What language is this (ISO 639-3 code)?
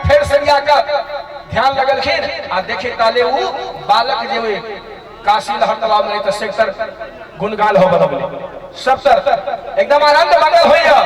mai